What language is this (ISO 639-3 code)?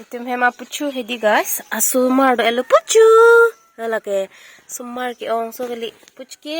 mjw